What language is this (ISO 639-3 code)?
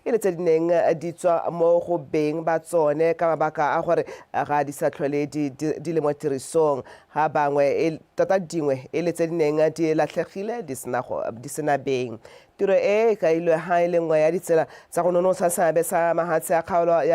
tsn